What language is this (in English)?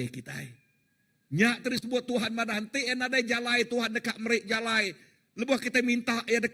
Iban